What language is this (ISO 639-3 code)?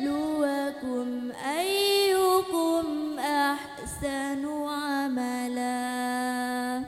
mad